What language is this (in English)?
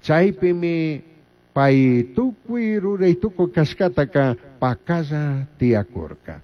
Chimborazo Highland Quichua